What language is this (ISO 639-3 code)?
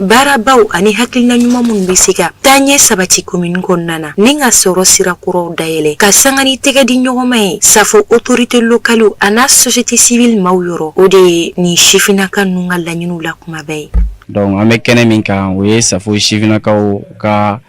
bam